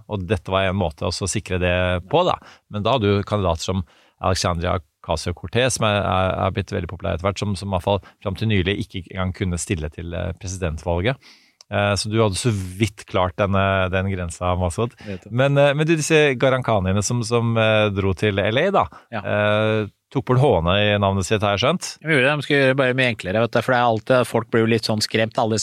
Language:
Norwegian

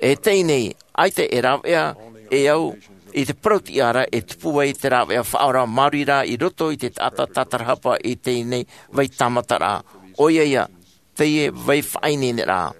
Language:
Tahitian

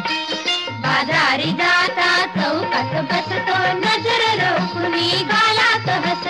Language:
Marathi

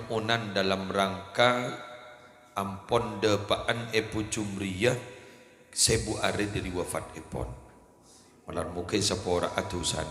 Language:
Madurese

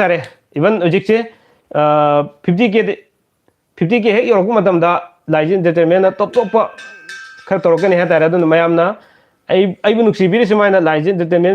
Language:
Manipuri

